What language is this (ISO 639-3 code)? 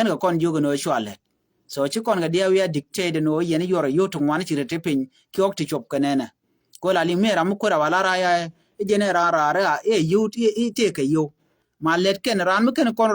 nus